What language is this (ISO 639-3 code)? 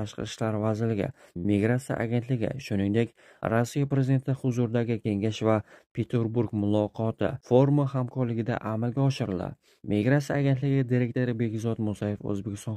uzb